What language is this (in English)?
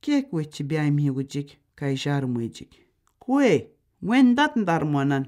Atikamekw